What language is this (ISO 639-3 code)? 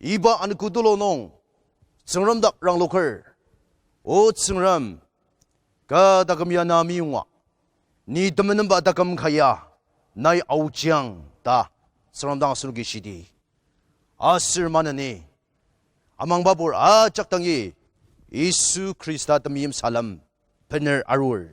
njo